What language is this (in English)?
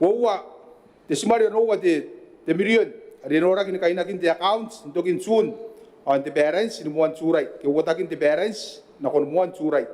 Gilbertese